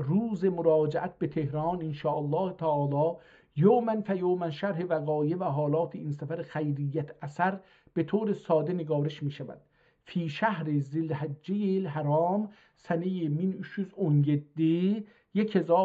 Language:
South Azerbaijani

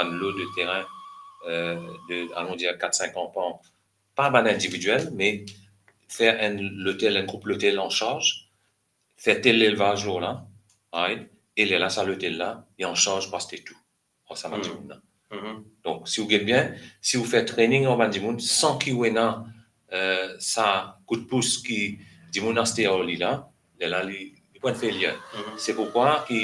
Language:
Morisyen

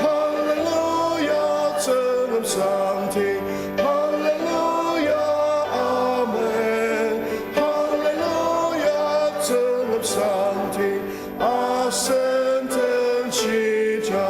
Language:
Ao Naga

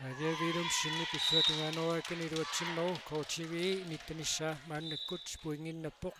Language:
Kalaallisut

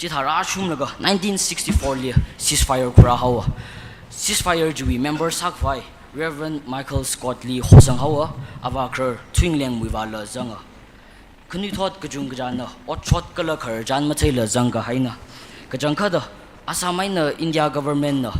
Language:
Tangkhul Naga (India)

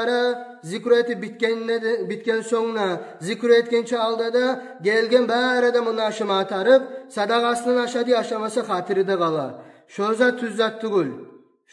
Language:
Kumyk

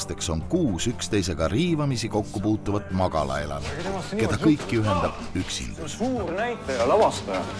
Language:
Estonian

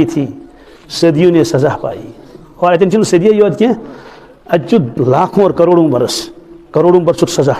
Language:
Kashmiri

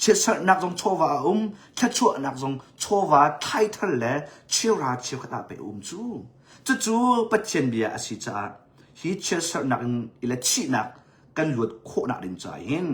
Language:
Hakha Chin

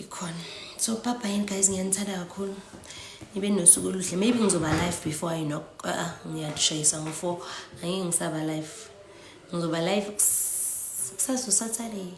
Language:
Zulu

